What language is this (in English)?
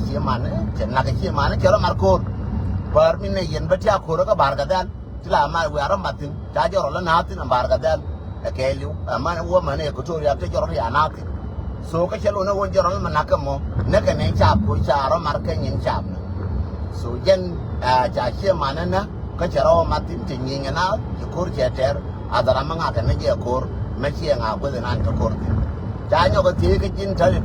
Nuer